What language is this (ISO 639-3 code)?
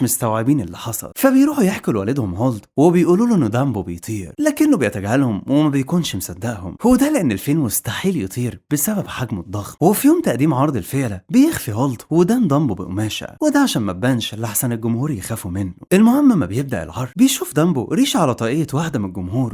arz